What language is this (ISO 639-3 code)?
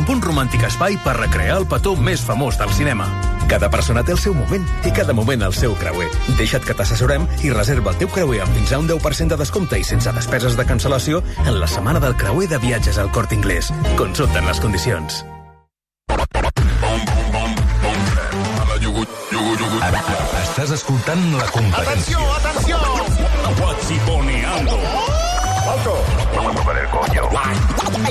cat